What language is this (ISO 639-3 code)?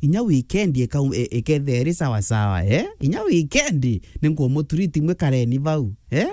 mer